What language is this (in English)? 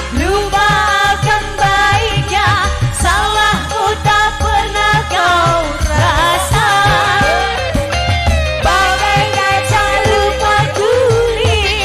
Indonesian